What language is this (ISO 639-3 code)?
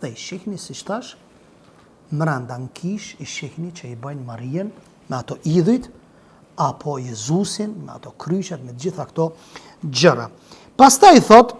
sqi